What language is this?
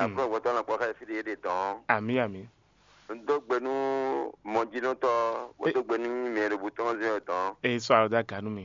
Fon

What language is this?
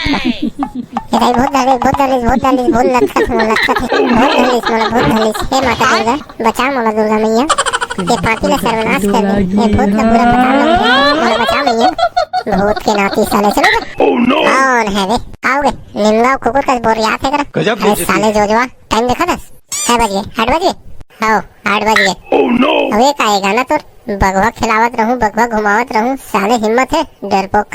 Chhattisgarhi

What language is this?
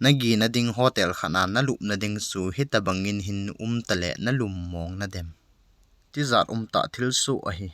Thado Chin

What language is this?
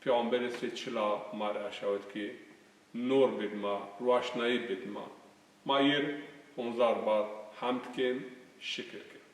Zaza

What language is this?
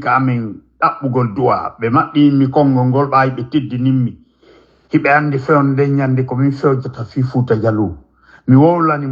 Fula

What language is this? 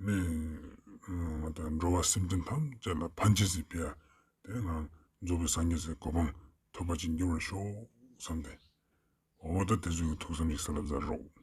Ladakhi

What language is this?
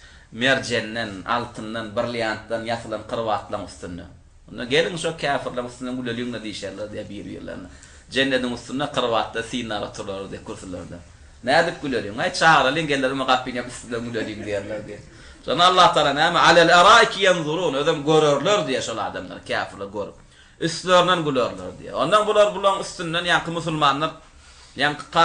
Turkmen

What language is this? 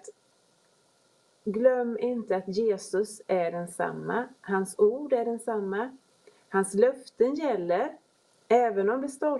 Swedish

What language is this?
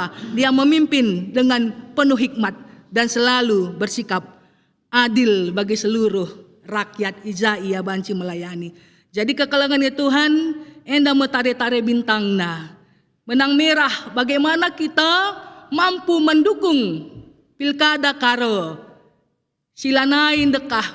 Batak Karo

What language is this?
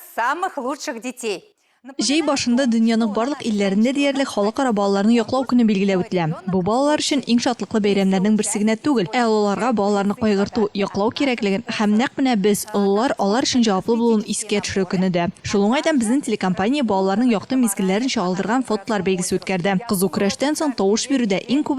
Tatar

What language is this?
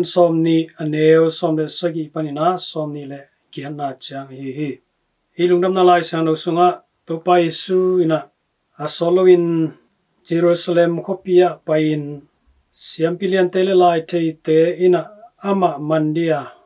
Tedim Chin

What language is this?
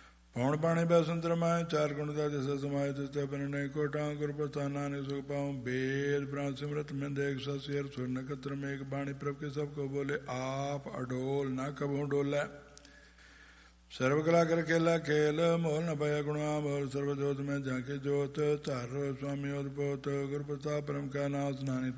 Punjabi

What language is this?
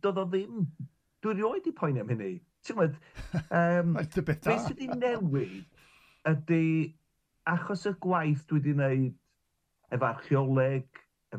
Welsh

